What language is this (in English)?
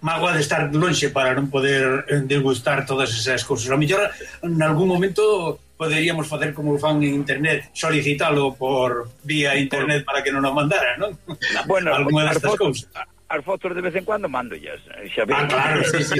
Galician